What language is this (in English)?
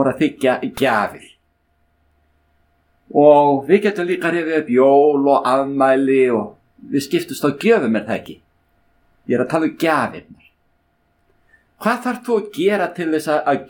Icelandic